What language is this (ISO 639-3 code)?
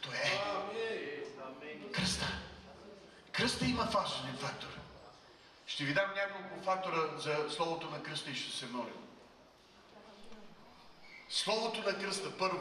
bul